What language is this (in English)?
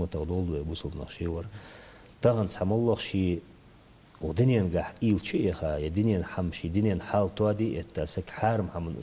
Ingush